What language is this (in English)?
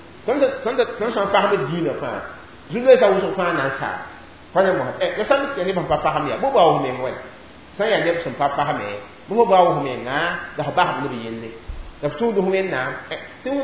Mossi